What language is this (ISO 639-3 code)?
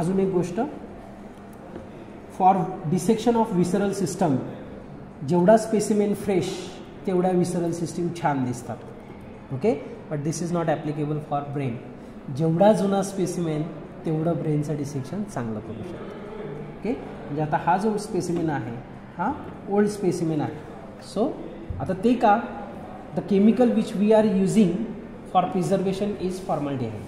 mar